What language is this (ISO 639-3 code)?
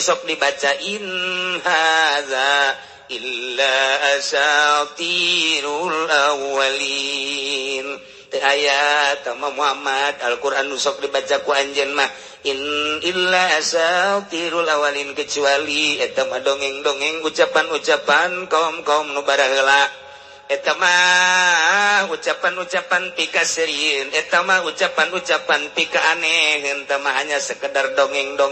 sun